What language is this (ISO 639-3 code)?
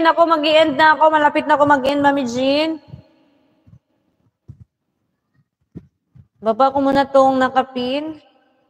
fil